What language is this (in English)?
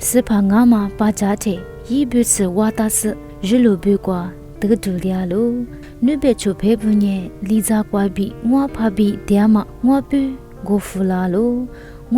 Lisu